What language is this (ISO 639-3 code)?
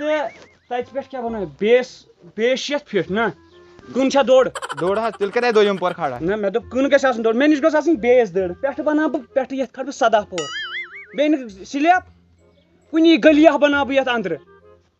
kas